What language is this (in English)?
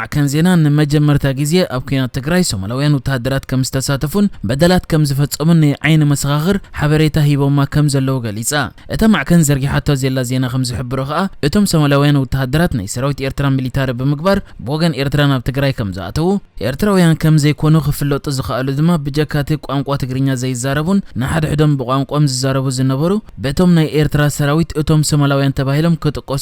Tigrinya